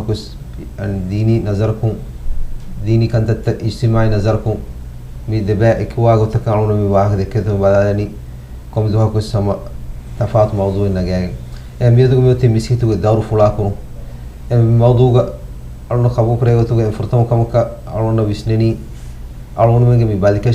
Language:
Divehi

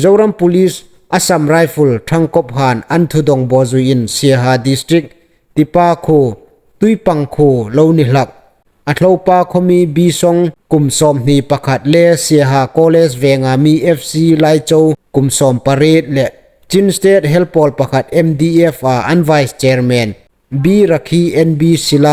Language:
Hmar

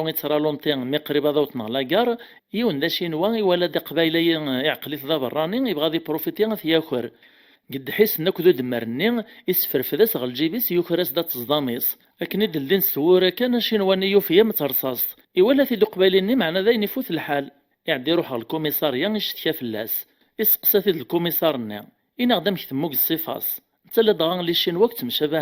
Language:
Kabyle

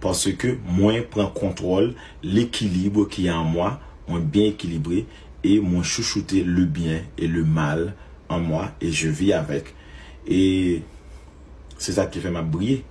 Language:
Haitian Creole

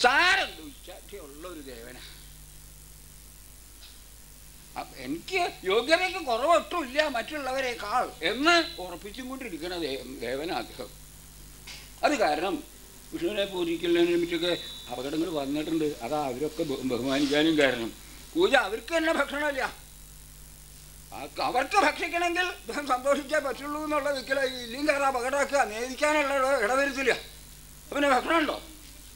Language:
Malayalam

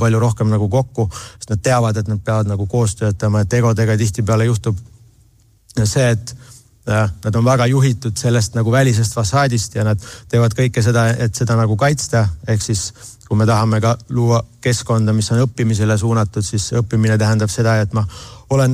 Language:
Estonian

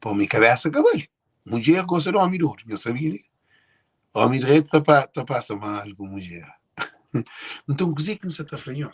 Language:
Kabuverdianu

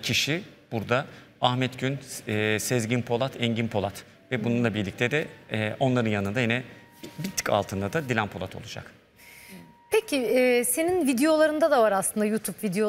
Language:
Turkish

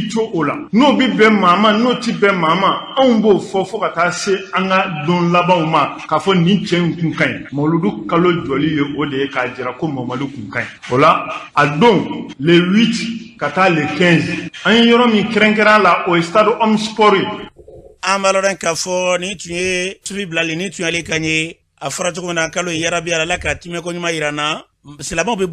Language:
Bambara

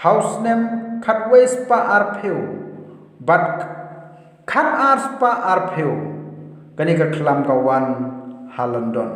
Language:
Khasi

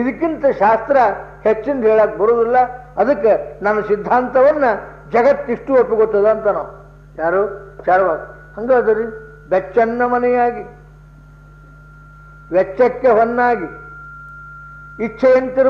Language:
Kannada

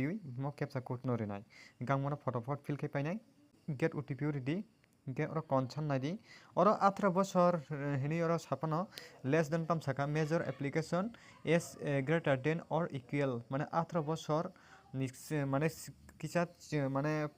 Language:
Kok Borok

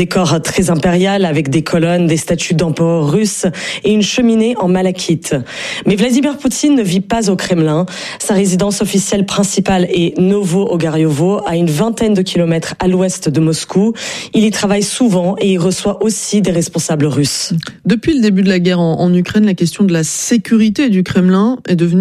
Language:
French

